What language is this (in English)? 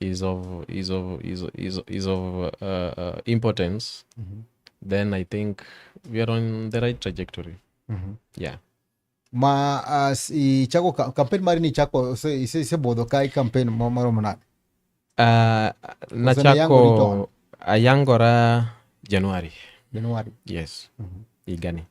Luo (Kenya and Tanzania)